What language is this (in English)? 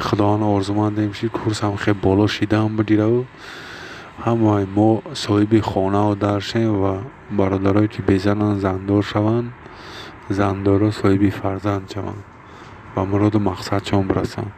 Tajik